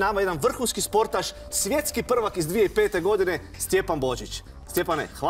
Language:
Croatian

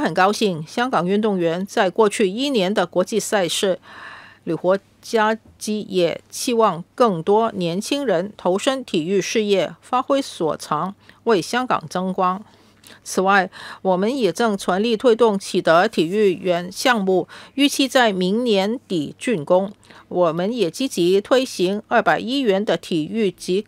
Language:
Chinese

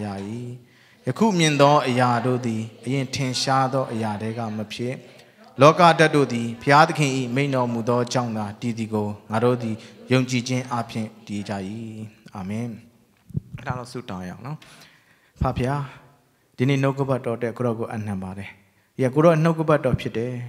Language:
Burmese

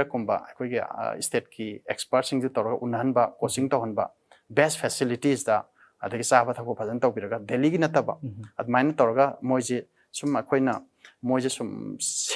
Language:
Manipuri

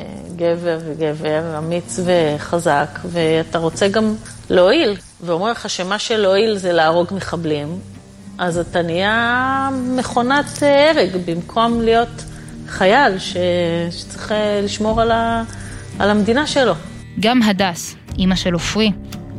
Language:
Hebrew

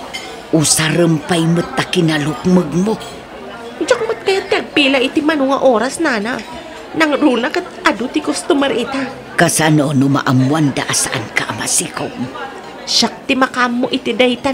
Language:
Iloko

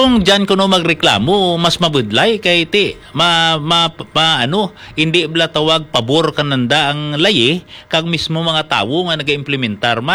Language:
Hiligaynon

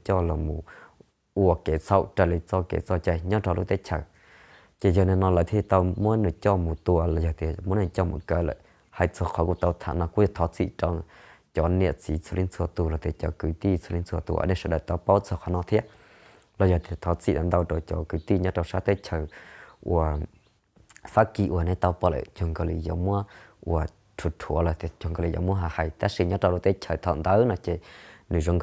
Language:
Hmong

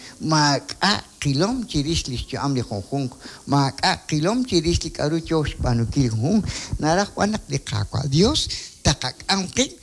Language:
Kekchí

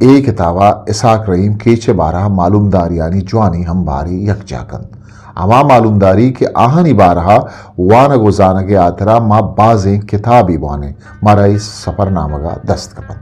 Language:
Eastern Balochi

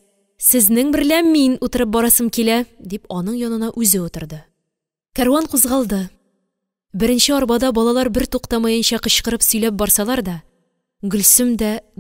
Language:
Tatar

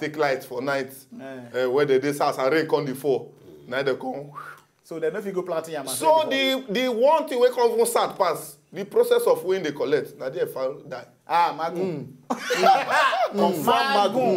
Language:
Nigerian Pidgin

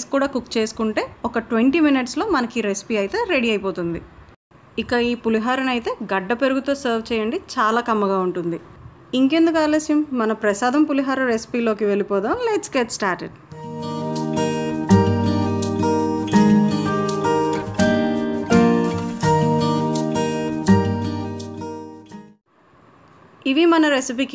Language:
Telugu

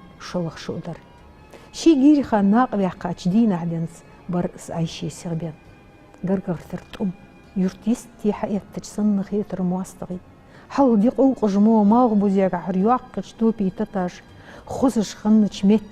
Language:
Ingush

